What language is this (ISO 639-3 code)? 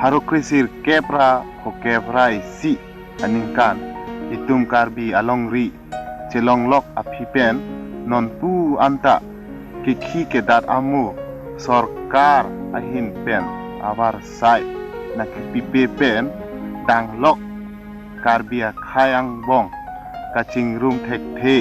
mjw